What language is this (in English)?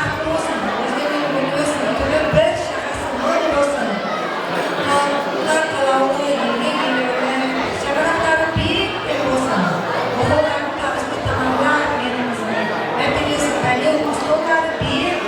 Kara-Kalpak